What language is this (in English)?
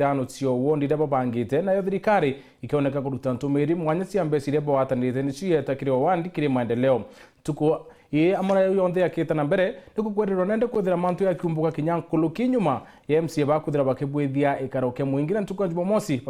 Meru